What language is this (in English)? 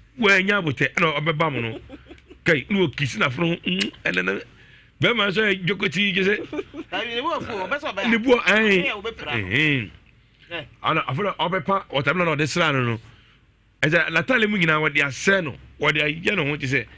Akan